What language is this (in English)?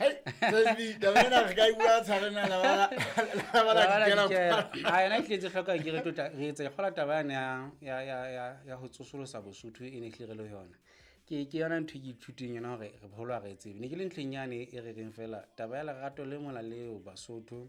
Southern Sotho